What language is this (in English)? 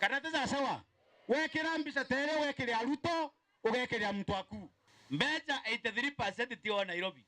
Meru